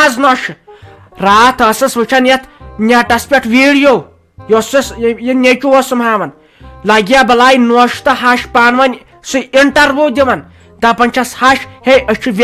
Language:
Kashmiri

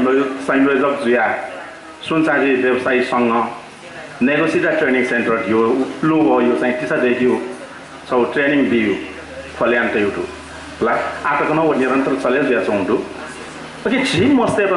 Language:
Newari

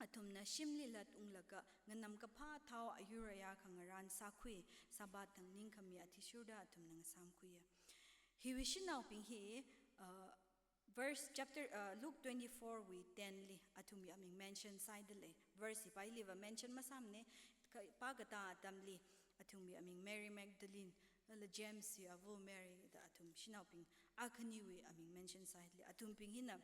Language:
Tangkhul Naga (India)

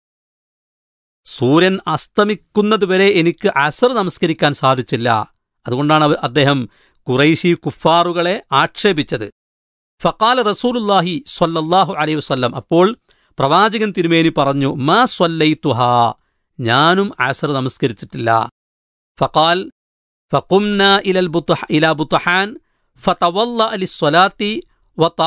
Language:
Malayalam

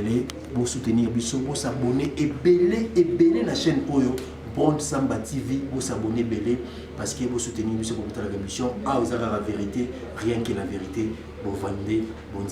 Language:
Lingala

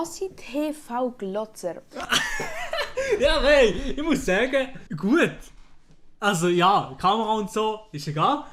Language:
Swiss German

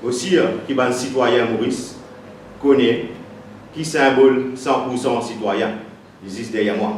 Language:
Morisyen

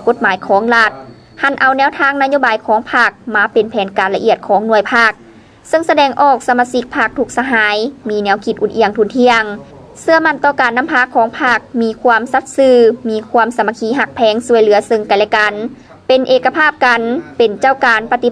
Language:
Lao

